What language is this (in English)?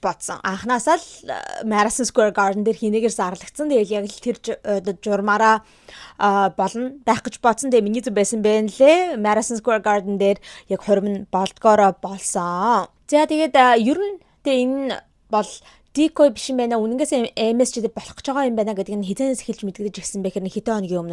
Mongolian